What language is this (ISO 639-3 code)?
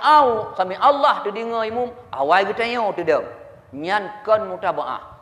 ace